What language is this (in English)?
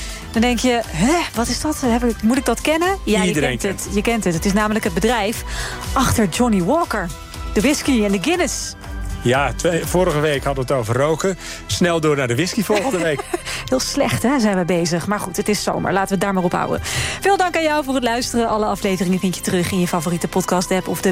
Dutch